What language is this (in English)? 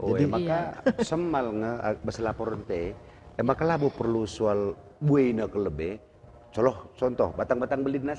Batak Karo